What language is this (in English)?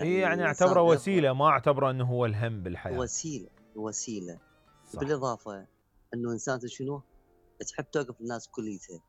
Mesopotamian Arabic